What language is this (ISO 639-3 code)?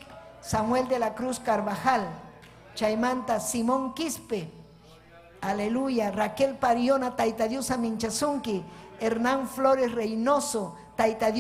quy